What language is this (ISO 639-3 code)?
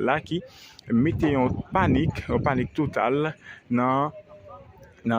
hat